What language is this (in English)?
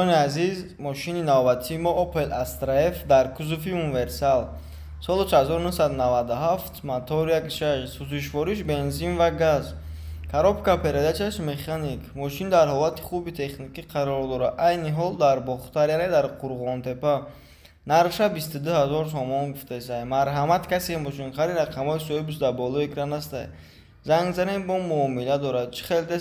Tajik